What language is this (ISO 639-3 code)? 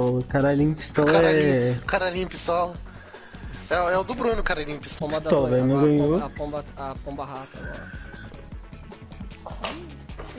por